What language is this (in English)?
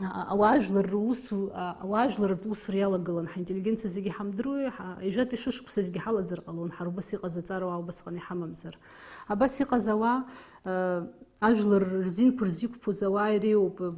Abkhazian